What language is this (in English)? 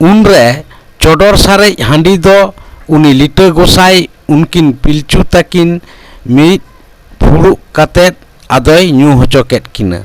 Santali